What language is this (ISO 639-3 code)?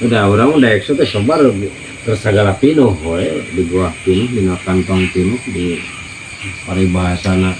sun